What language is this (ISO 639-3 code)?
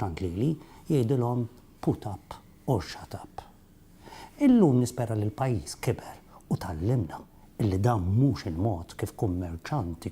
mlt